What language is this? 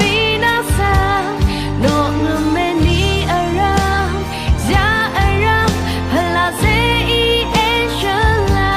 Rawang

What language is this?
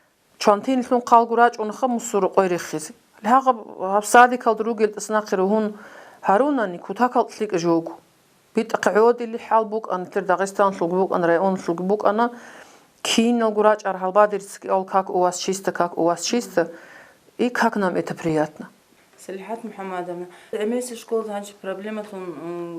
Avaric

